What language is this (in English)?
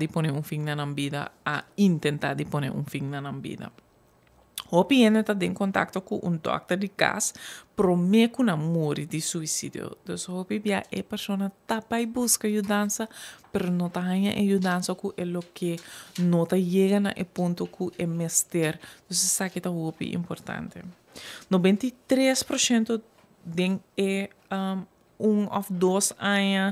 Papiamento